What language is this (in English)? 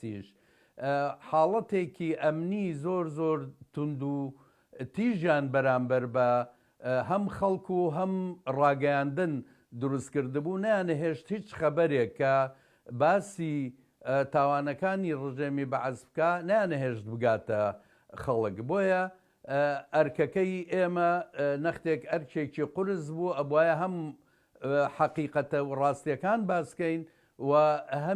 Central Kurdish